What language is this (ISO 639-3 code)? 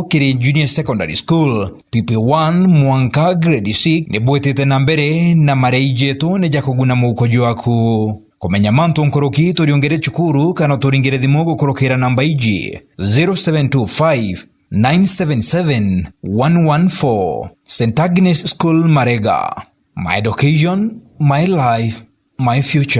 mer